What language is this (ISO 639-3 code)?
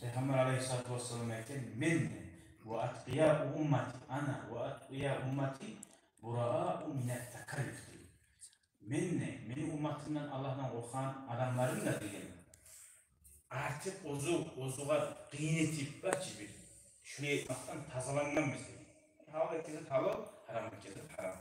kum